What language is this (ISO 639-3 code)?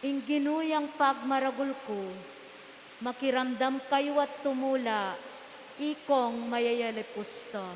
pam